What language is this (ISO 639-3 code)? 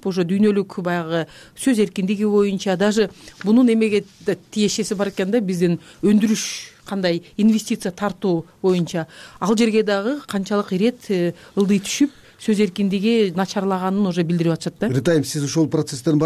kir